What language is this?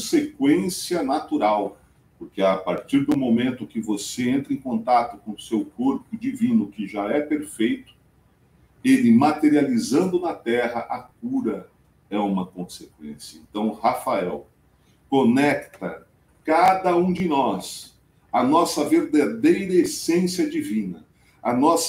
Portuguese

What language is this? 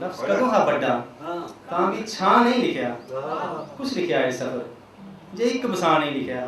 Dogri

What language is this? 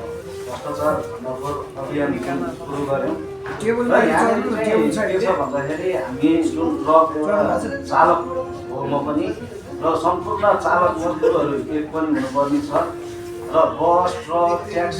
Nepali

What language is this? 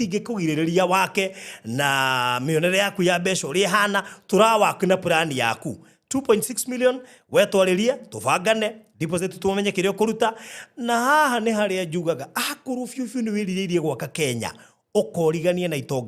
Kikuyu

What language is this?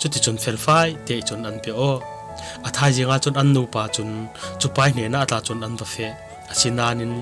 Falam Chin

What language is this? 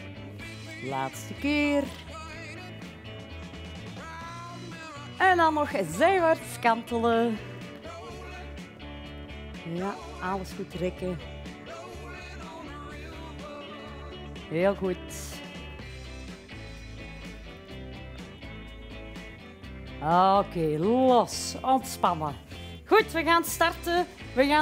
Dutch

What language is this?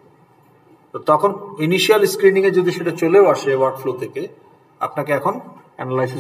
Bangla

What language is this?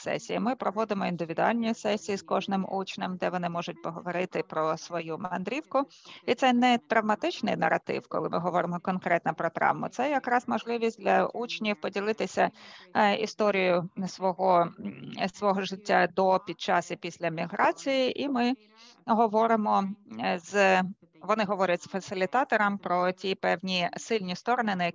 Ukrainian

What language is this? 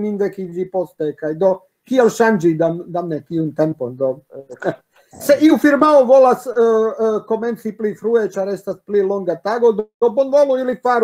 Esperanto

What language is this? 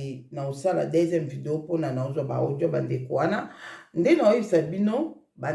Lingala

